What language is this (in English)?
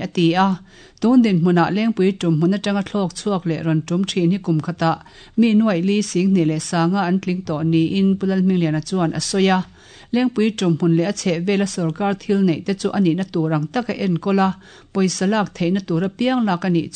Mizo